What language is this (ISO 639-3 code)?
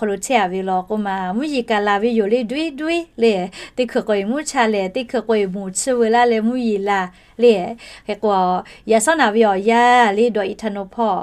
lhu